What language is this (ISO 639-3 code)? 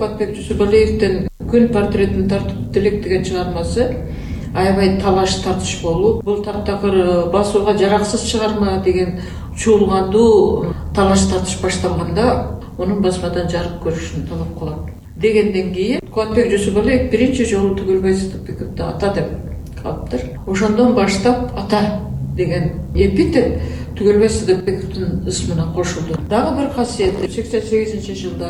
kir